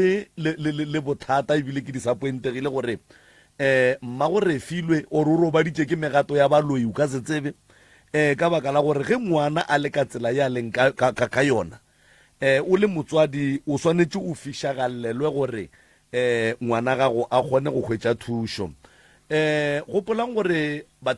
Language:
Northern Sotho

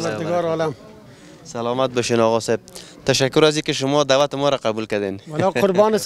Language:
Persian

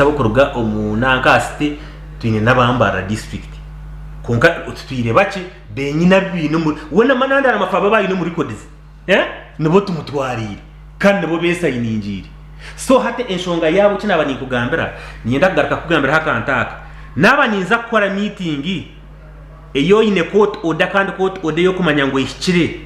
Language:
Nyankole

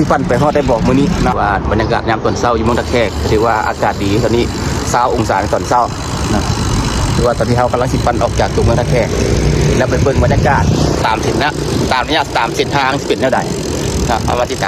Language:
Lao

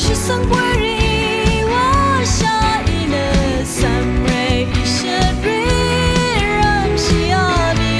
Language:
Rawang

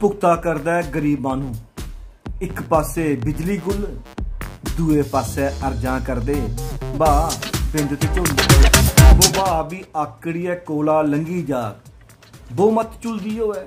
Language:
Dogri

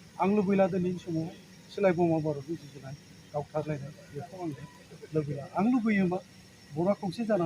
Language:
Bodo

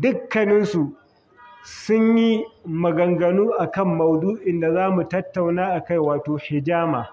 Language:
Hausa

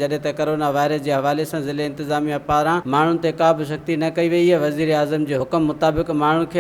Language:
Sindhi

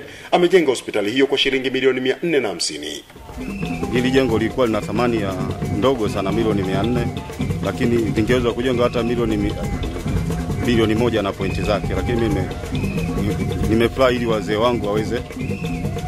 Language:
Swahili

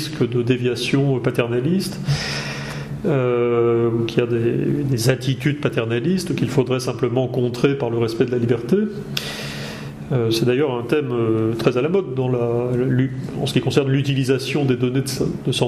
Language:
French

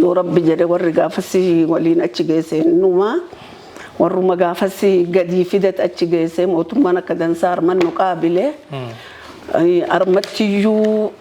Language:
Oromo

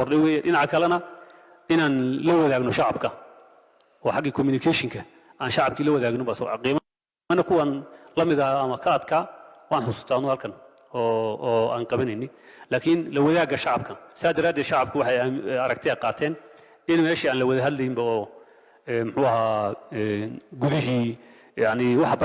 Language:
Somali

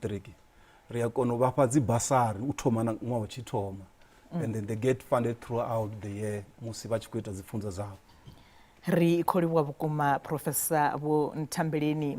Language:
Venda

